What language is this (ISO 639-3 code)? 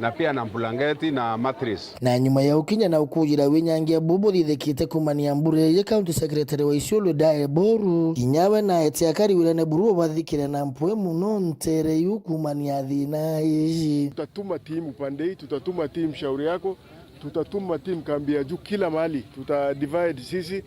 mer